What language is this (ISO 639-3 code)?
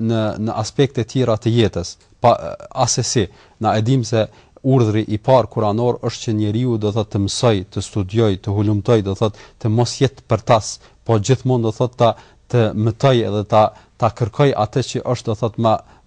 sqi